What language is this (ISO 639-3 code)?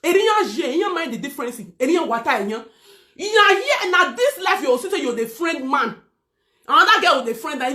pcm